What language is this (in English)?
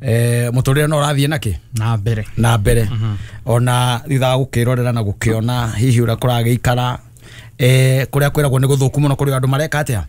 Kikuyu